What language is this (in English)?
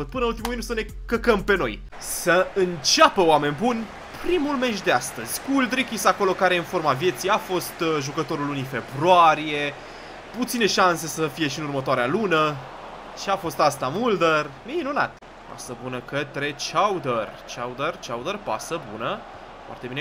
Romanian